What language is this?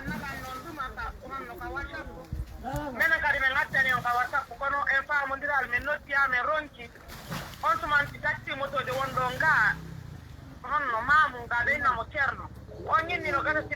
Pular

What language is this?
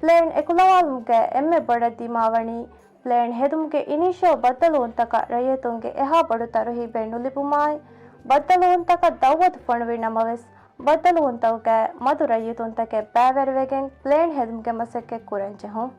Divehi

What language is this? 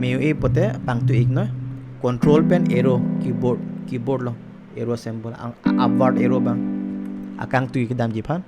Karbi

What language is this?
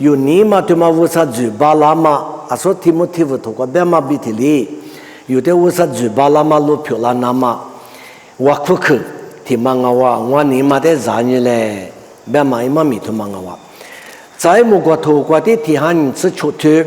Lisu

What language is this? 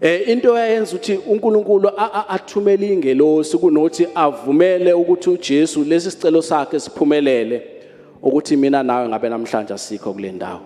Zulu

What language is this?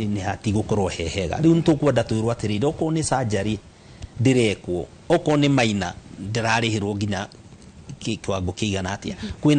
Kikuyu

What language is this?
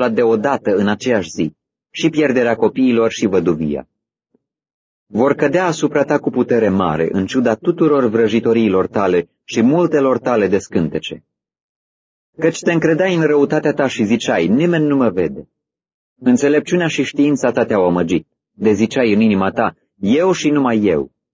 Romanian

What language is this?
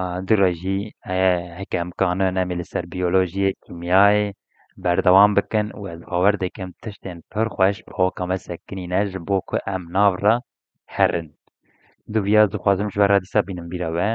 Kurdish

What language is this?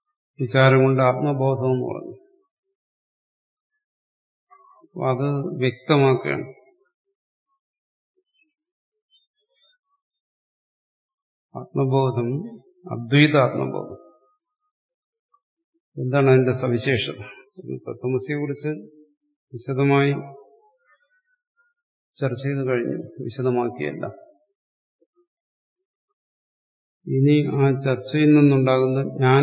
Malayalam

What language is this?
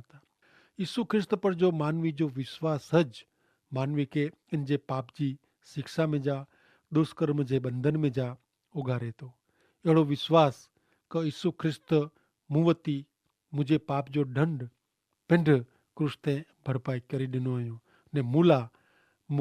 Kachhi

